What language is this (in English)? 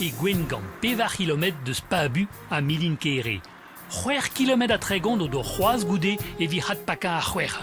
Breton